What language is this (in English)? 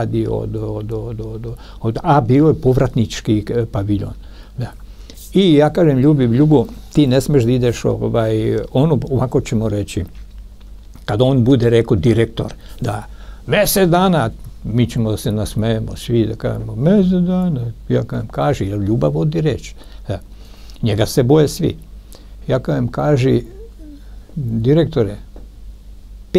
Serbian